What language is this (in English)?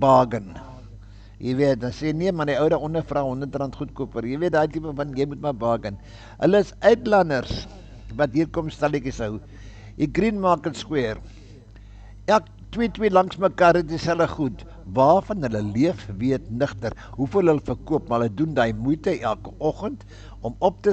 Afrikaans